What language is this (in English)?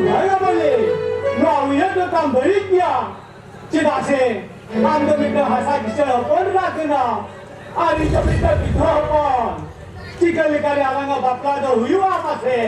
Santali